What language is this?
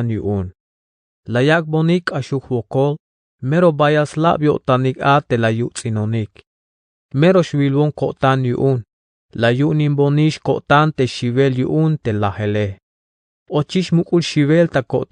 Tzeltal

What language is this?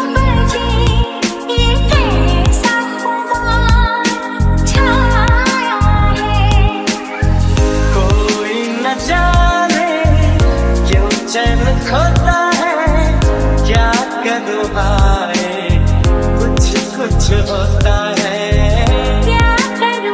Hindi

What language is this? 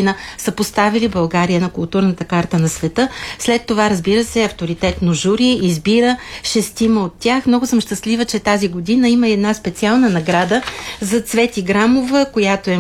Bulgarian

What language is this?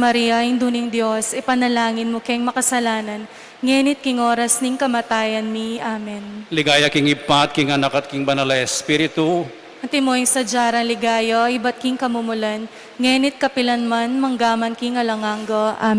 Pampanga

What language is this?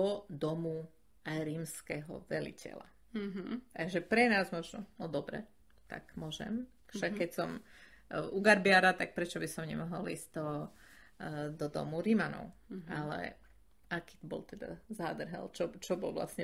Slovak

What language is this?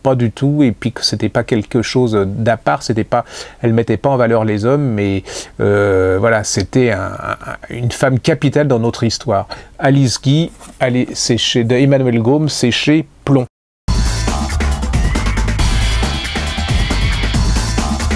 French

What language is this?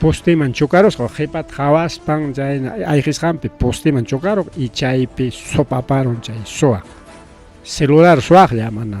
Ayacucho Quechua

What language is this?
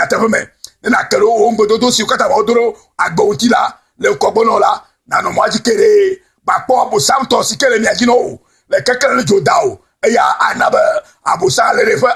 Ewe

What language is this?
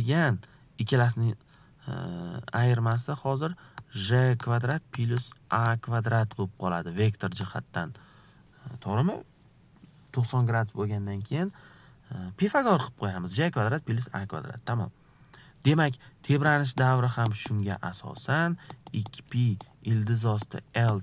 Uzbek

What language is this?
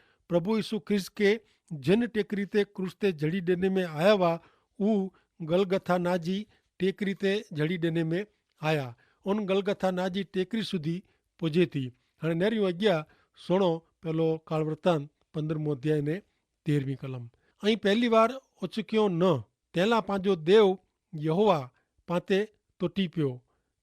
Kachhi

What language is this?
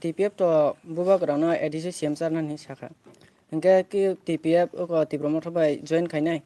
Kok Borok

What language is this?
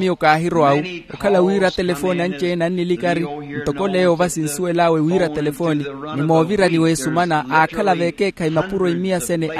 Makhuwa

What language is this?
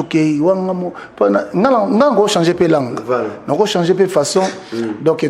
Lingala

